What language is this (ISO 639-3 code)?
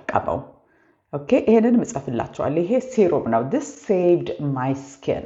amh